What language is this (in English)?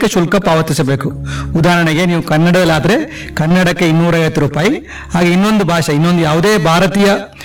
Kannada